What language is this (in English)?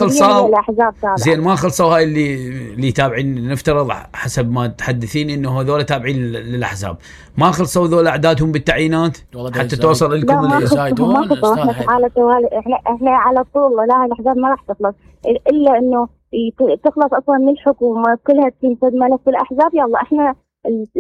Mesopotamian Arabic